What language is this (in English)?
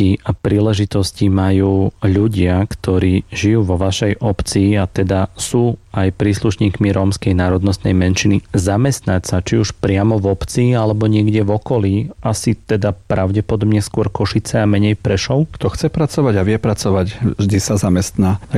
Slovak